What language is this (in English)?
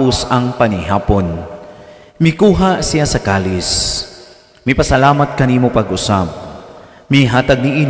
Cebuano